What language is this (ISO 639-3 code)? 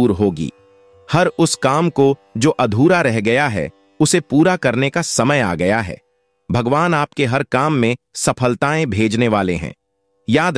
hin